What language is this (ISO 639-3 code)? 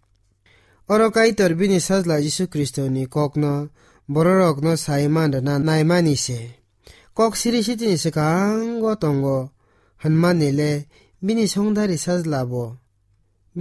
trp